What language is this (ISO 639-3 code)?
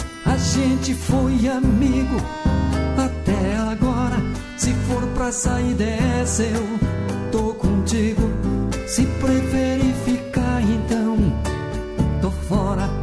por